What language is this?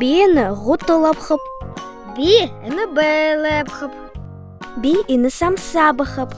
Buriat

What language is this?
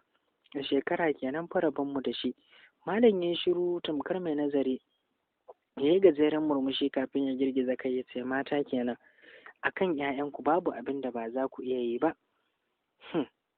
Hausa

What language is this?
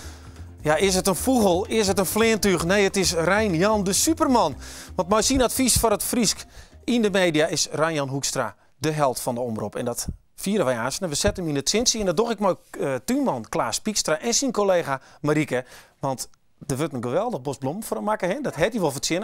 Western Frisian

